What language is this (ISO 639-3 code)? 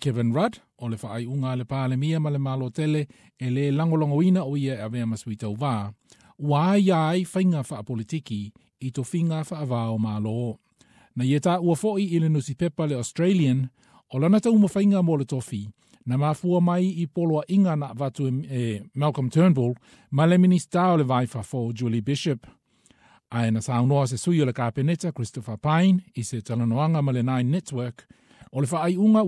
smo